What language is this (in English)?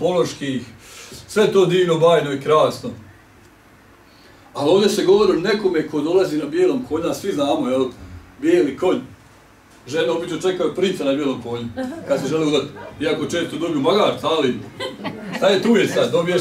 Bosnian